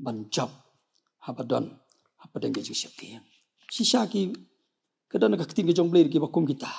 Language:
Khasi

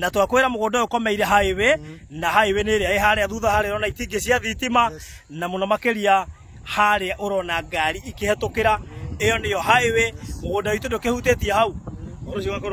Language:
Kikuyu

